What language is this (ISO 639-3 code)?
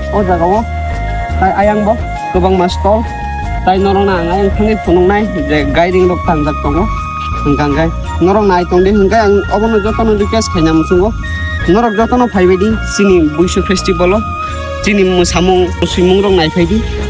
trp